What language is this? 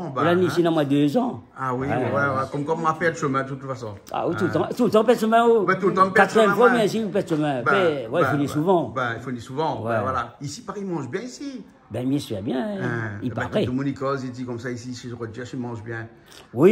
Réunion Creole French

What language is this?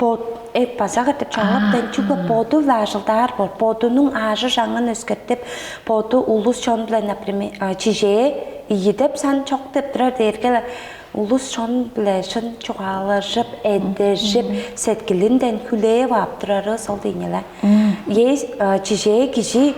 Tuvinian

